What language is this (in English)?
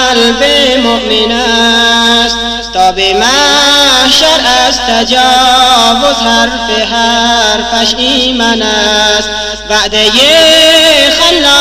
Persian